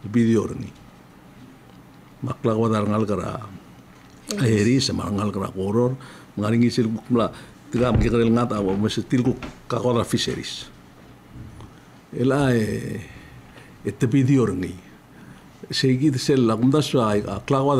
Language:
Palauan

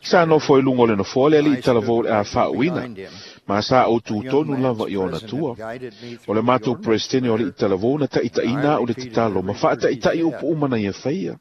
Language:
Samoan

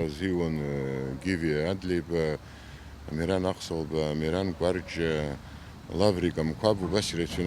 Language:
Abkhazian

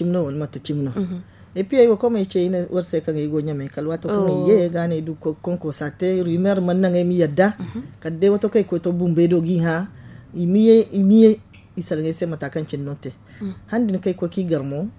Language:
Zarma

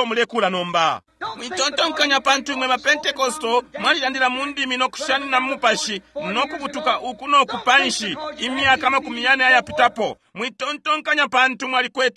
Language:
Bemba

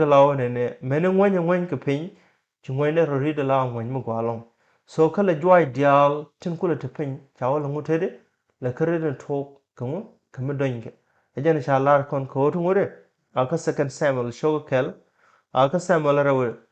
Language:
Nuer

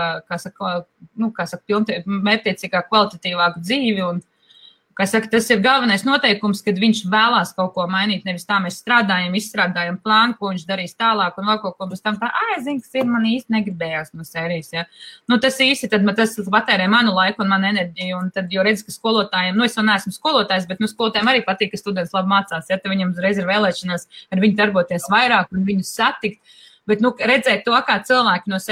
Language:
Latvian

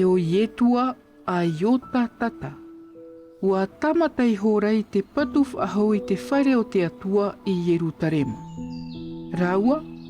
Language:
Tahitian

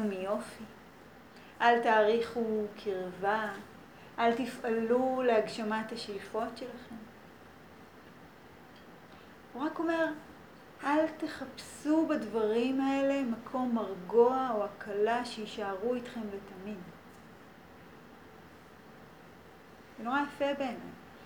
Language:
Hebrew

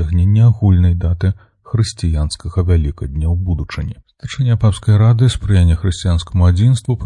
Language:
Belarusian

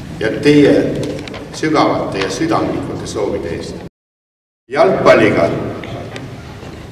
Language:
Estonian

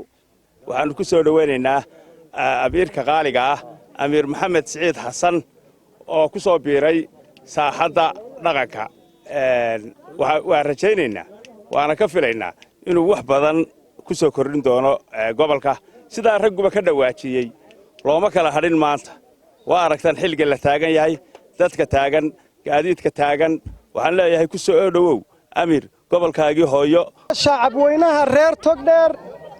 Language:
Somali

